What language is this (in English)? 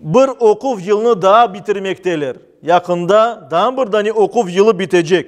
Crimean Tatar